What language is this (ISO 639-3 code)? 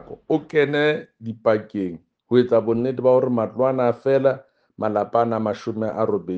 sot